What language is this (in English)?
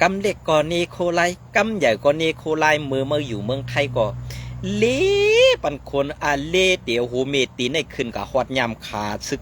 Shan